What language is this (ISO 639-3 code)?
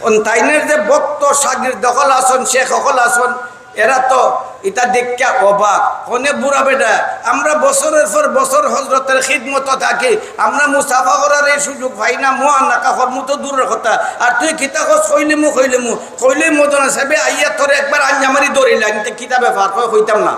syl